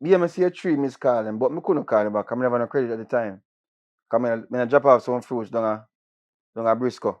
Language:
Jamaican Creole English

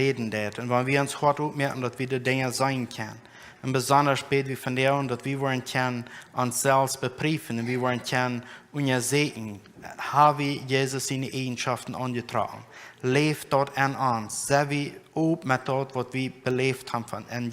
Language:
Plautdietsch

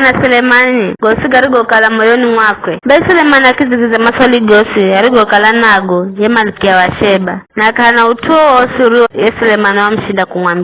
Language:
Giryama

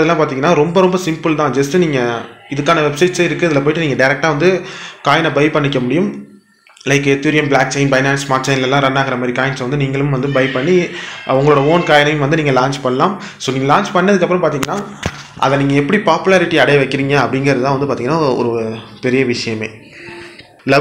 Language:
Tamil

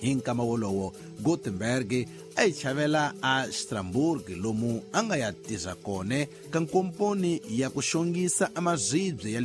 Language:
Tsonga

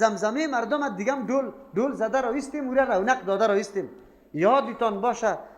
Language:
Persian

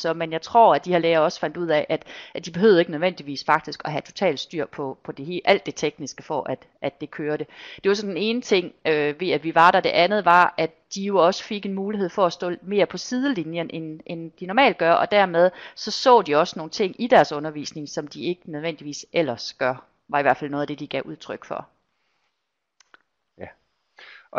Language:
Danish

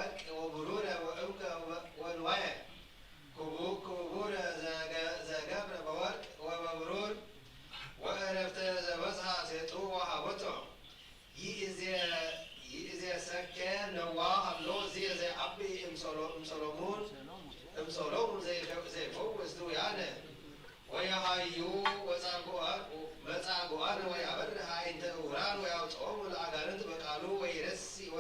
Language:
Geez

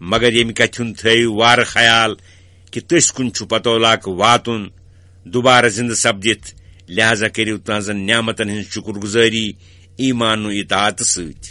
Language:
Kashmiri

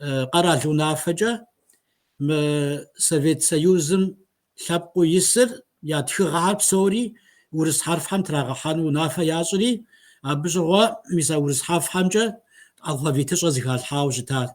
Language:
Kabardian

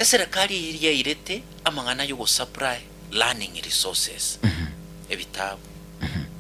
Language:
Gusii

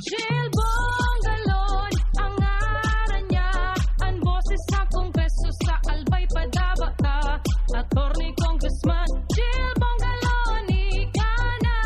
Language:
Bikol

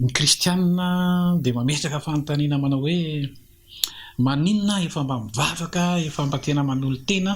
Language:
Malagasy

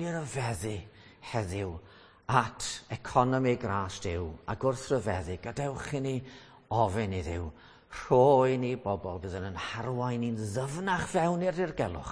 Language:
Welsh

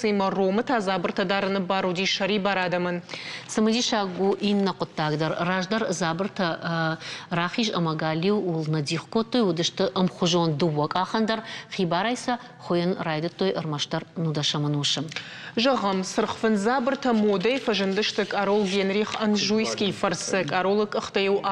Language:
Ossetic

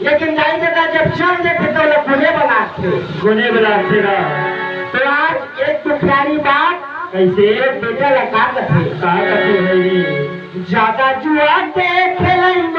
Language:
Chhattisgarhi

